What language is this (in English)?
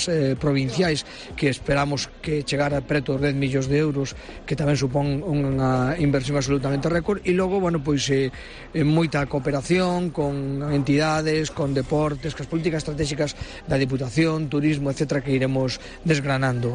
Galician